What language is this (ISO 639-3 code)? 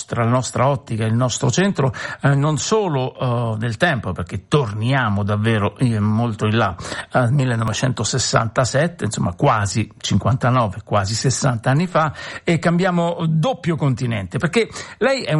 ita